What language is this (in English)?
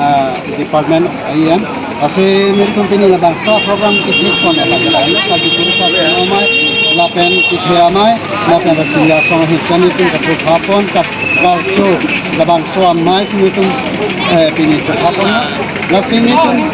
Karbi